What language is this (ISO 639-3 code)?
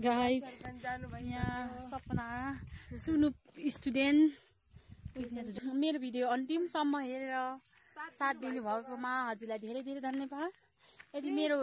nep